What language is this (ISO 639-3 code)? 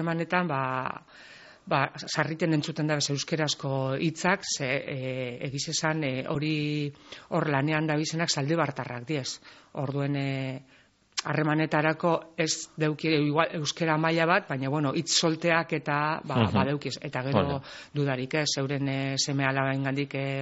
eus